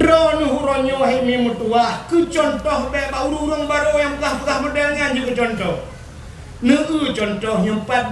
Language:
Achinese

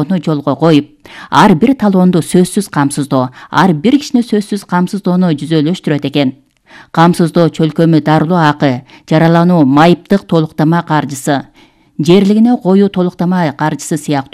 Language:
Kyrgyz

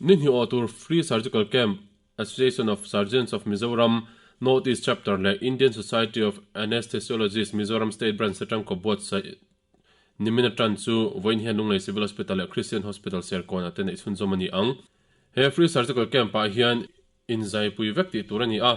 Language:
Mizo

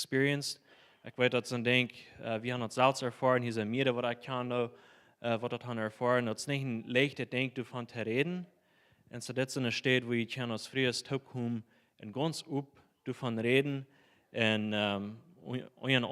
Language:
Plautdietsch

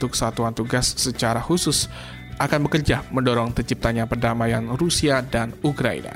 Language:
Indonesian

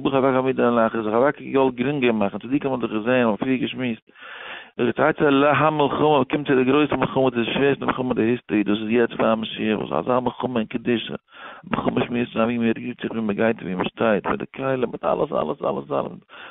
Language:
Yiddish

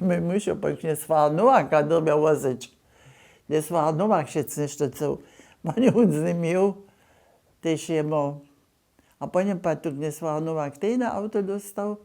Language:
Upper Sorbian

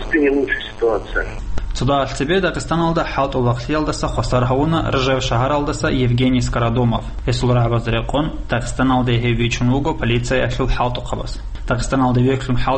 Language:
Avaric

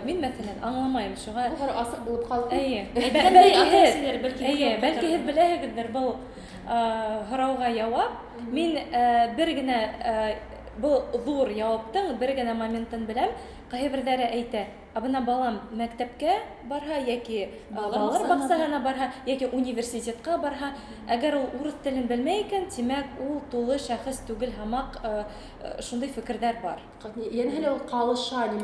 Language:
Bashkir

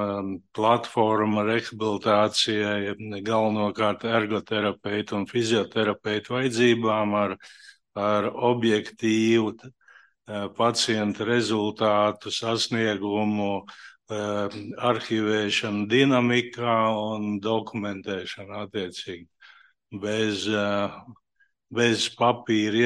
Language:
Latvian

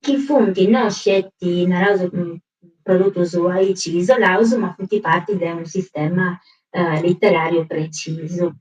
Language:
Sardinian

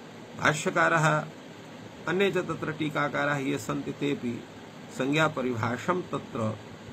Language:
Sanskrit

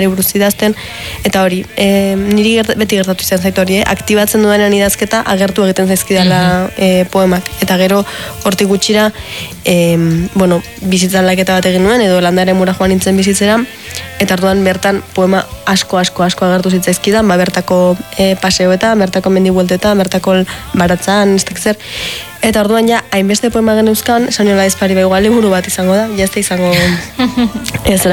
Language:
Basque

